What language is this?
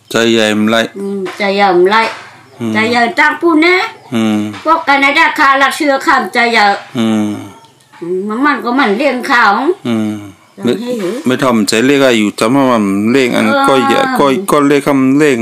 Shan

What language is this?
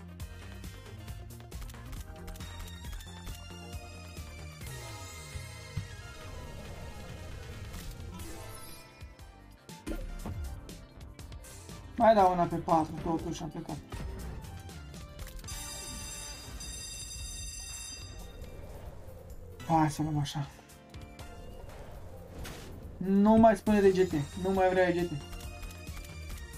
Romanian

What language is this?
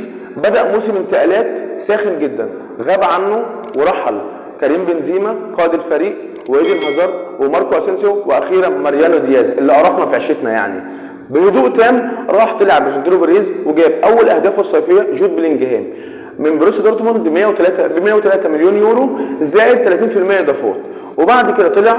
Egyptian Arabic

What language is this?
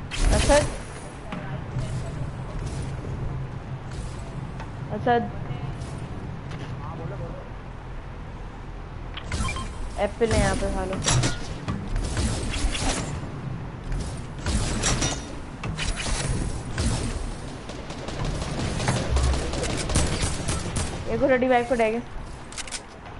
Hindi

